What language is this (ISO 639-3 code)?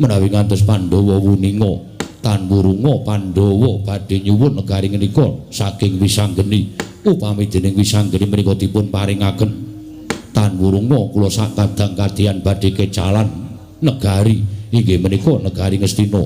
jav